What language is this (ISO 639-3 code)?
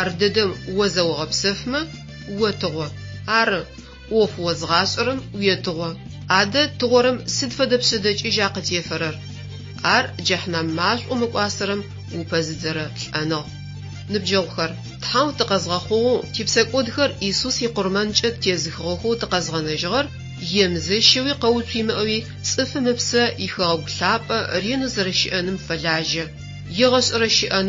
ady